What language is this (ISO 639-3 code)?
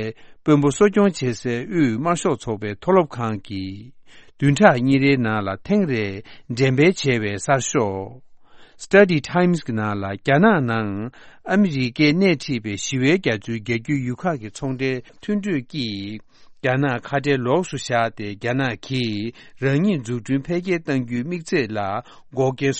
bod